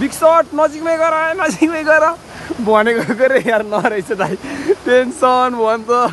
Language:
Nepali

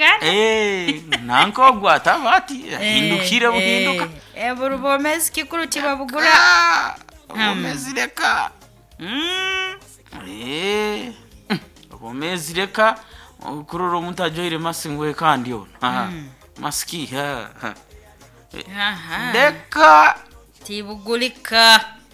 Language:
Nyoro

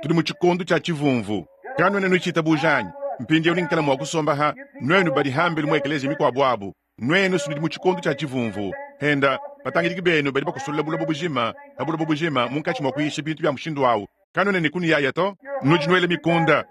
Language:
Luba-Lulua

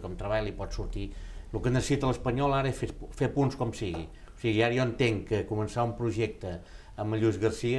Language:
Catalan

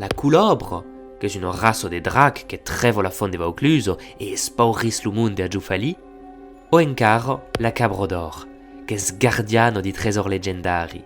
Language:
Occitan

